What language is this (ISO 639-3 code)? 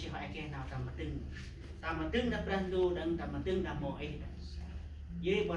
cmo